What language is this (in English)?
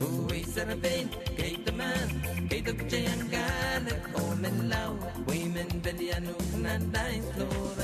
Pohnpeian